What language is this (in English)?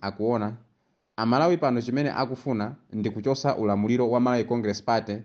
Nyanja